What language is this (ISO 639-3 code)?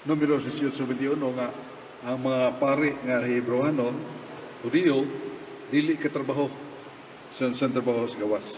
ceb